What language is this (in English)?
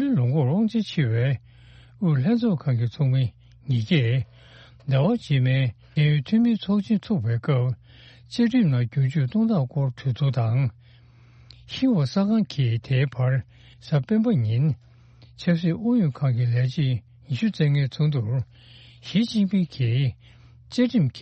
Tibetan